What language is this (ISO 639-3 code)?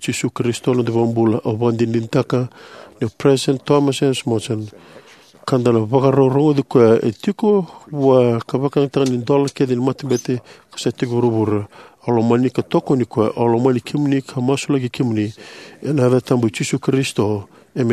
fij